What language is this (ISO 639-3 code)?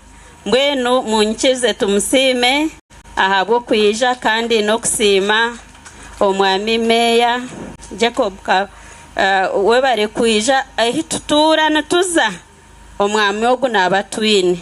nyn